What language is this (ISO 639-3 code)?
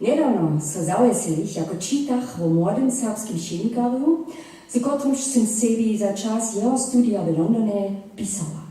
hsb